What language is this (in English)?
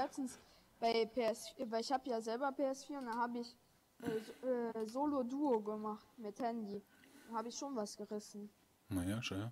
Bavarian